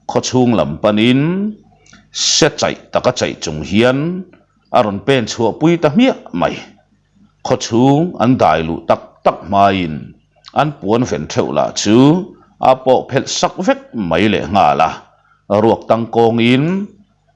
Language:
Mizo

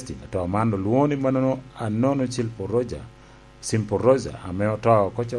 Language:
Lango (Uganda)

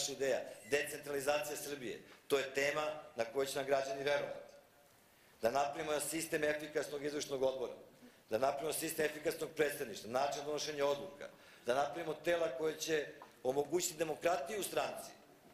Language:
Serbian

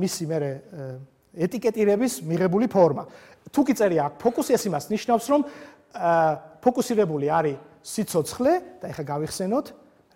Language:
Georgian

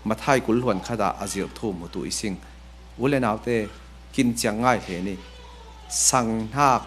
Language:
Falam Chin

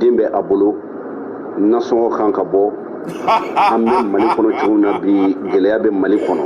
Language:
Bambara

